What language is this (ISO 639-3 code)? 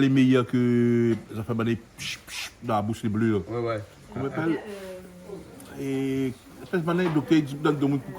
rcf